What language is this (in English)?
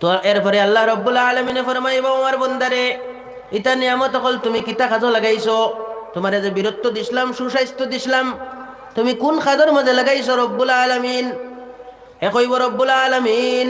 Sylheti